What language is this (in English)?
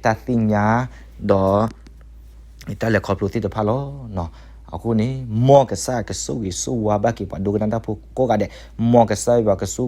S'gaw Karen